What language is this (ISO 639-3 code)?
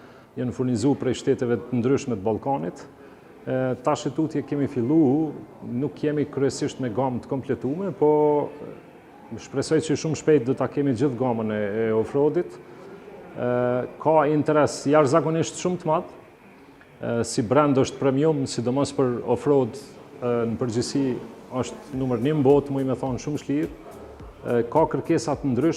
sqi